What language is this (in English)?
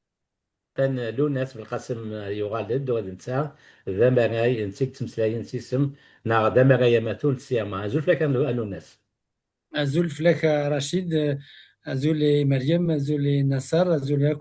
Kabyle